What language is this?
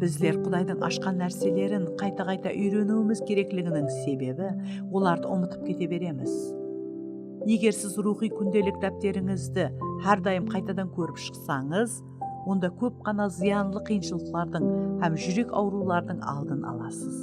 Kara-Kalpak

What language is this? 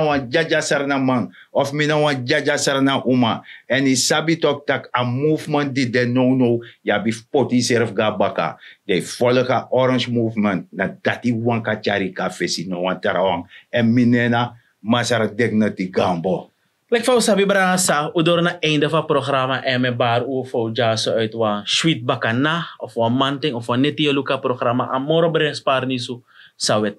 Sranan Tongo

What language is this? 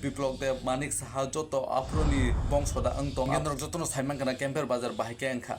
Kok Borok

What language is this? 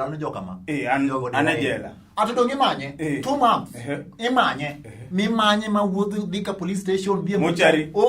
Luo (Kenya and Tanzania)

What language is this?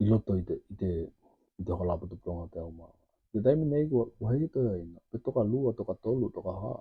Tokelau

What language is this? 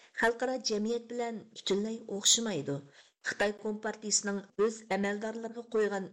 Uyghur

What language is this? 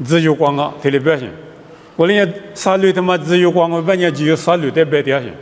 Lisu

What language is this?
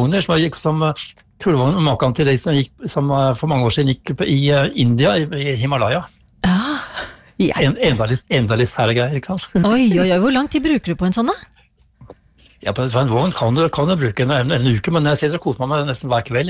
Norwegian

